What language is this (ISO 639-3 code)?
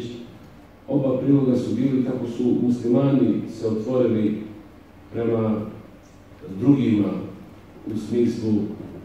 bos